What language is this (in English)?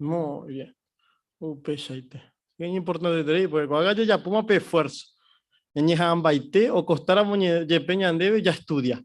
Guarani